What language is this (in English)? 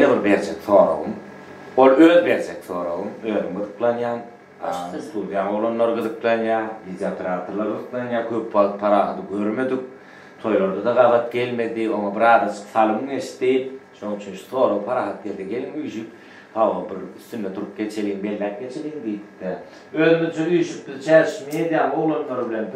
Turkmen